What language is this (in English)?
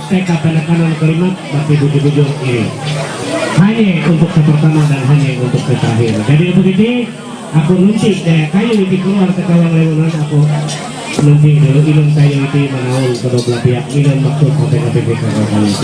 Ma'anyan